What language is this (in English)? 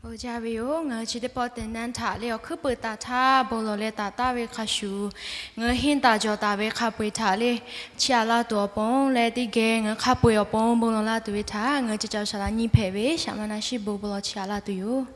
Lahu